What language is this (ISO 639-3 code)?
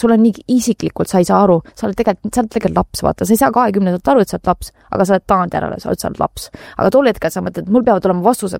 est